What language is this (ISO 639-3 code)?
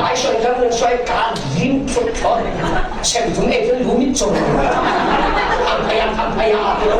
cfm